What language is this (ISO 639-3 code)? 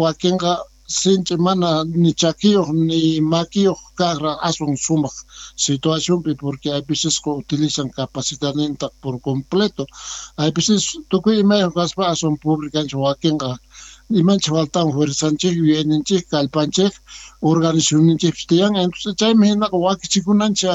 quh